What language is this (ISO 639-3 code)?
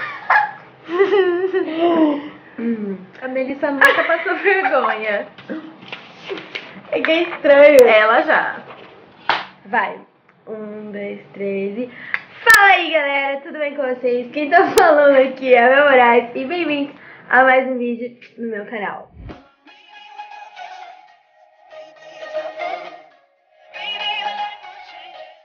por